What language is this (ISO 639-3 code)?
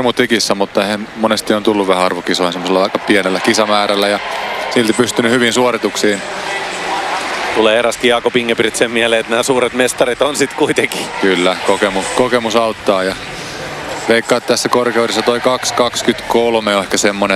fin